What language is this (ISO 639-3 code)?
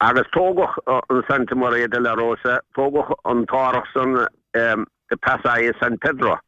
gle